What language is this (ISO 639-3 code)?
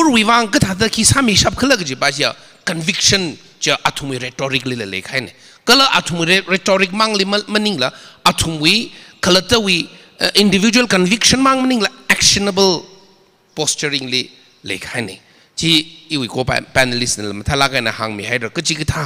nmf